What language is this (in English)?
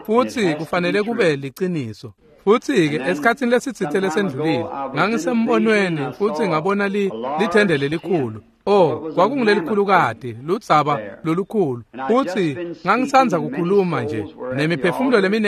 Swati